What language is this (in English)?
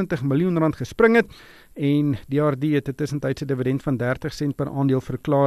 Afrikaans